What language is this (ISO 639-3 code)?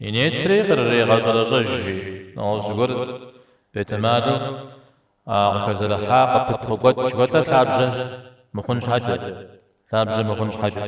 kbd